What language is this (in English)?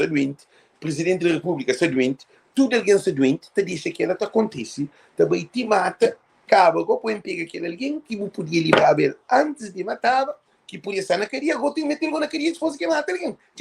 Kabuverdianu